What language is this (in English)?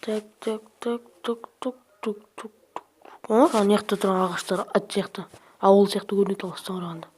Kazakh